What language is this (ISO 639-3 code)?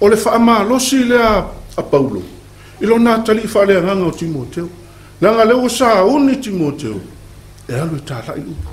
smo